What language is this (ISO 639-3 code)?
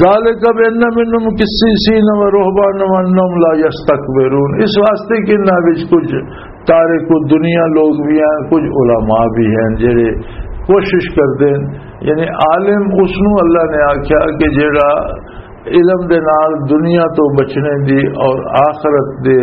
lah